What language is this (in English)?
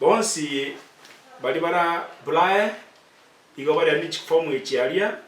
Gusii